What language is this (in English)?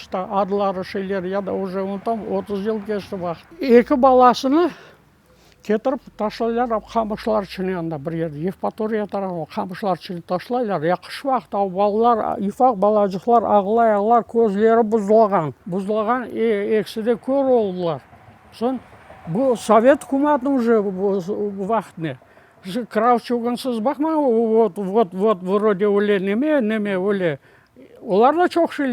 Crimean Tatar